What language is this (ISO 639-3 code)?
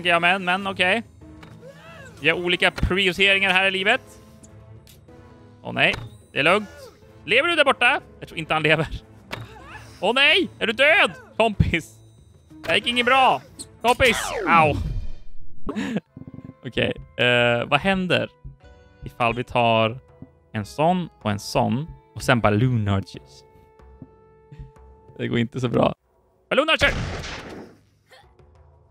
swe